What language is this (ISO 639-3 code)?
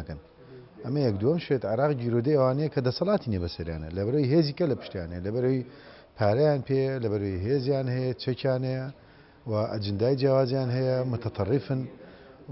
ckb